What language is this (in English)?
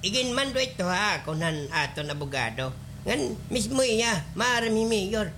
Waray